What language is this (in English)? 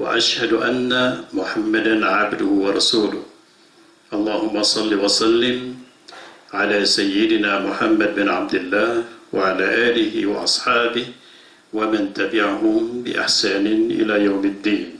Maranao